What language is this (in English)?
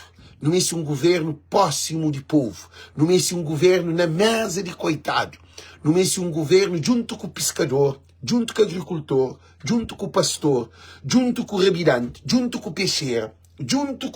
Kabuverdianu